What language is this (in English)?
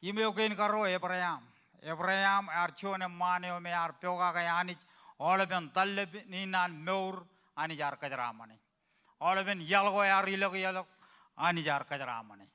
Marshallese